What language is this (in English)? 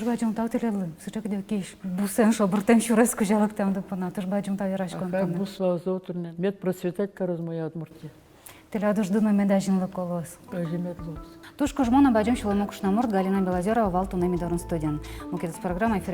Udmurt